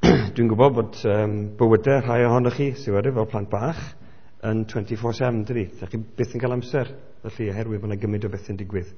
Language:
Welsh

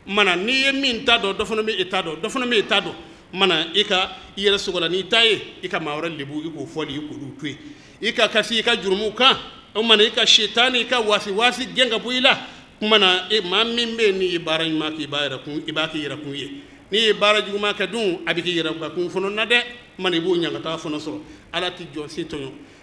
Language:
Bambara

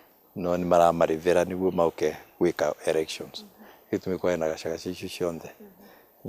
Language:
Meru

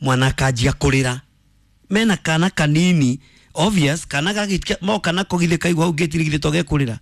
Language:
Kikuyu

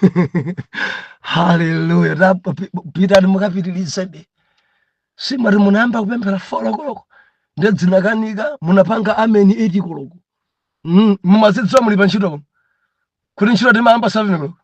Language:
Nyanja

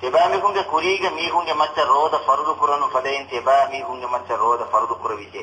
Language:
Divehi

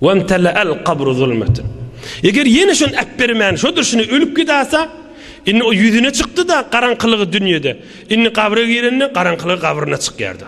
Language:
Turkmen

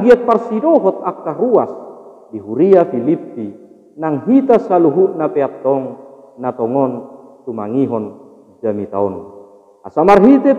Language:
Batak Toba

